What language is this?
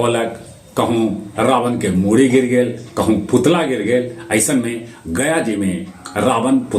Magahi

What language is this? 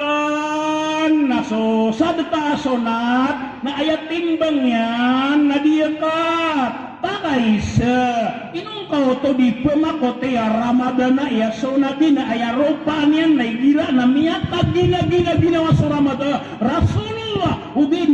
Maranao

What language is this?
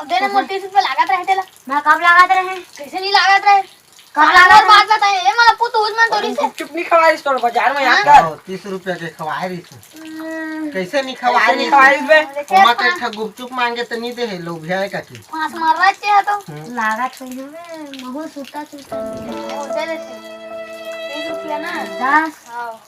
Chhattisgarhi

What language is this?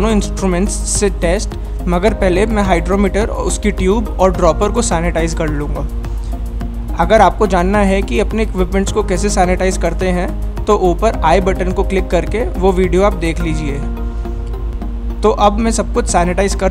Hindi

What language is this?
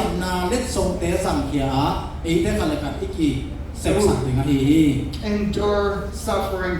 Tedim Chin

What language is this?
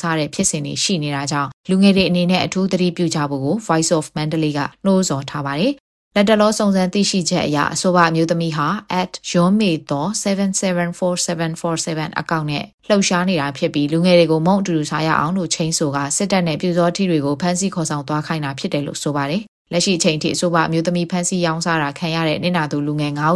Burmese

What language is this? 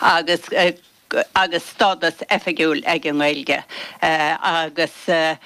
Irish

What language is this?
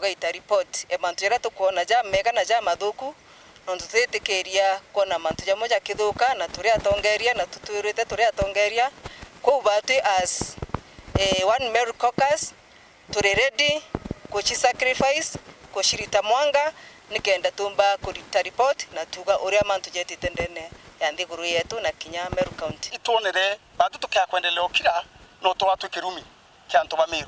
Meru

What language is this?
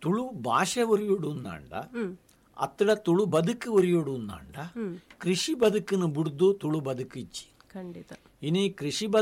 Tulu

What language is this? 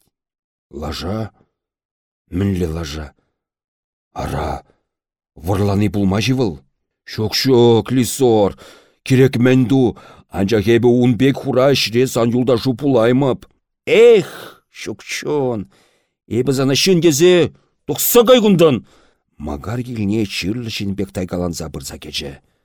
Chuvash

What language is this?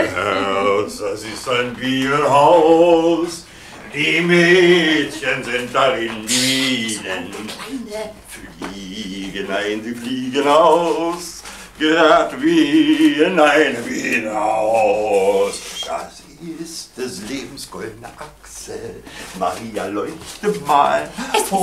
German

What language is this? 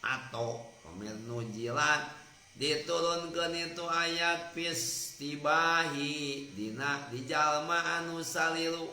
Sundanese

